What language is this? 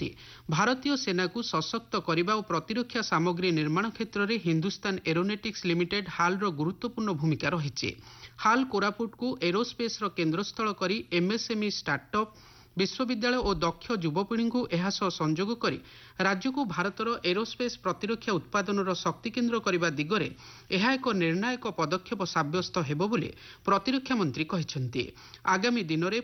Odia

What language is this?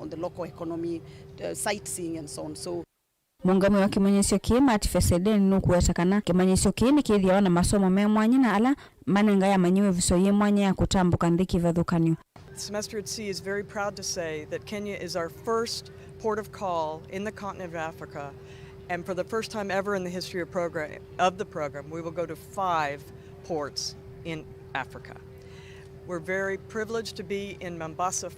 Kamba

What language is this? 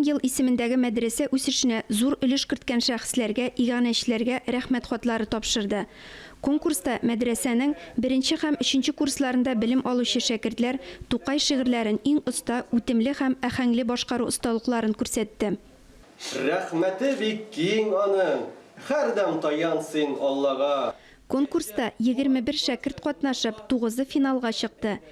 Tatar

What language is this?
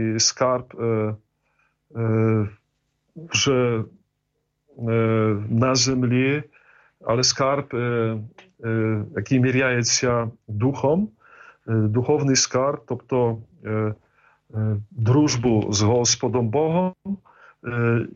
Ukrainian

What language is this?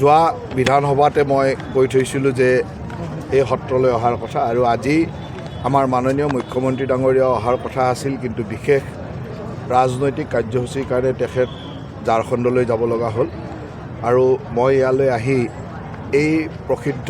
Assamese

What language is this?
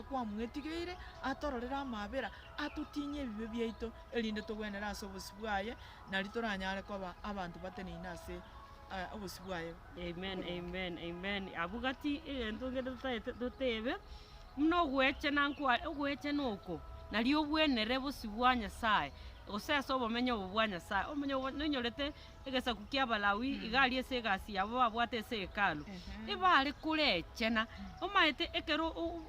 Gusii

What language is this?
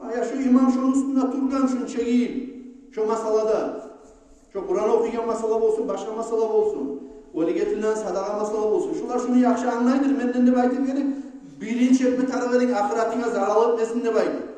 Kumyk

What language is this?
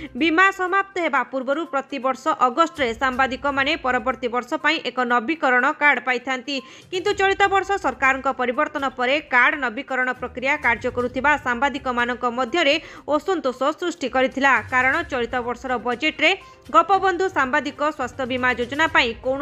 Odia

